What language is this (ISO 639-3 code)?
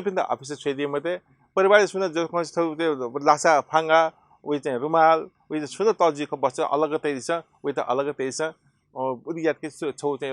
new